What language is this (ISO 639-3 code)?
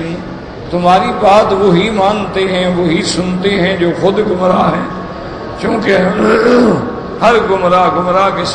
urd